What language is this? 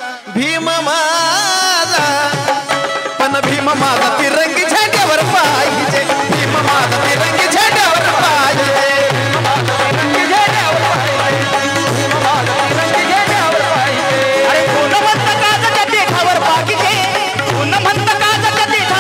Marathi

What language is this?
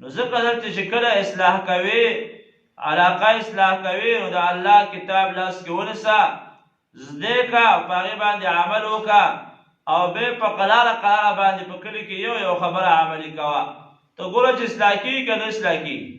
Pashto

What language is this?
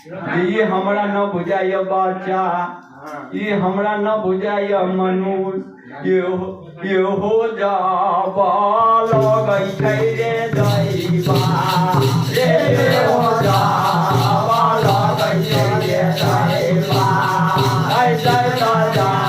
Maithili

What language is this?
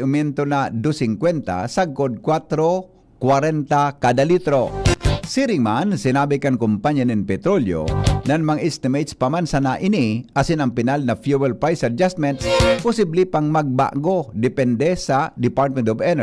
Bikol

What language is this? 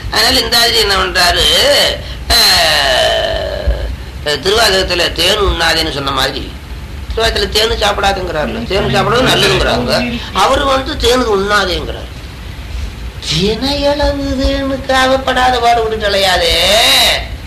Tamil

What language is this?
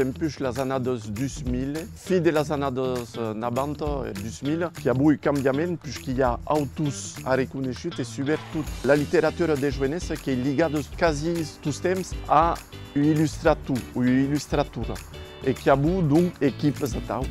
Occitan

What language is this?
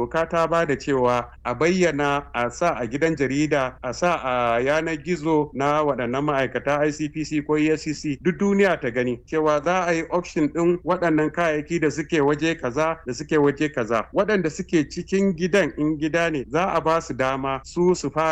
Hausa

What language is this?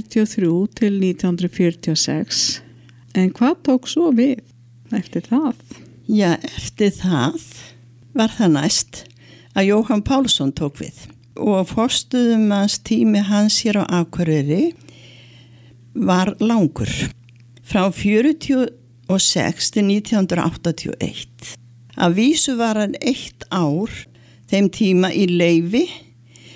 Icelandic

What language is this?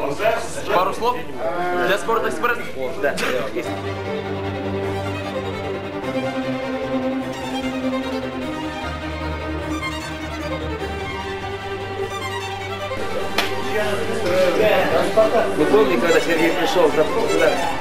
Russian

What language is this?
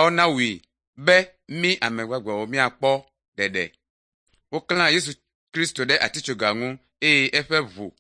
Ewe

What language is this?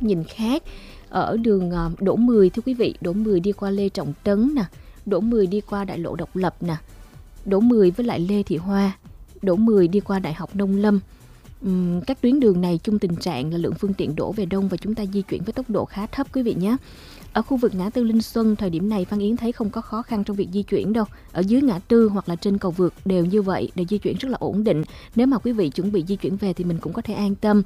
Vietnamese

